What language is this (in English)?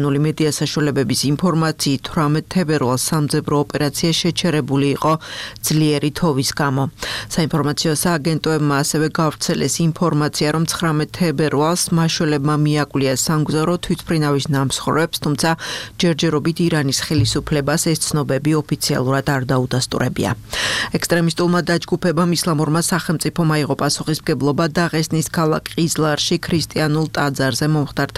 Georgian